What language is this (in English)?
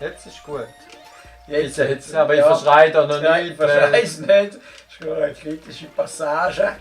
Swiss German